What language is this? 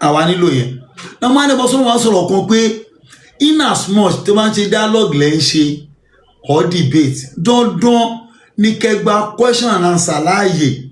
Yoruba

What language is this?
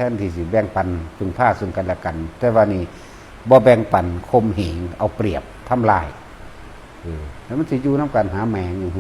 Northeastern Thai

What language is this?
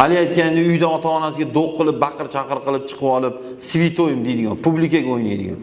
Uzbek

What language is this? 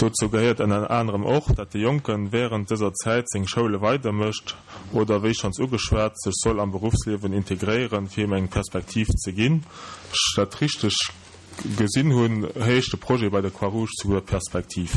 Luxembourgish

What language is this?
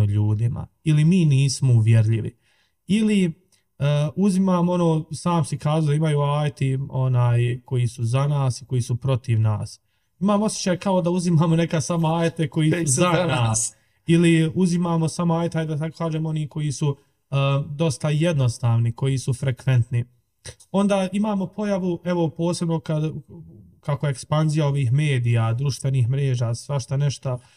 Bosnian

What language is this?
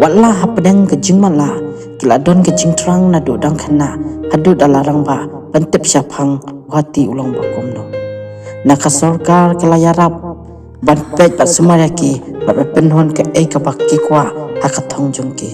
Khasi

